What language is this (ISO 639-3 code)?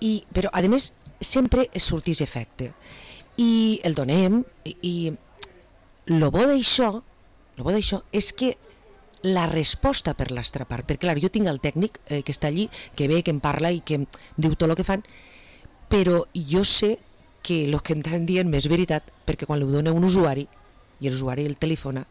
cat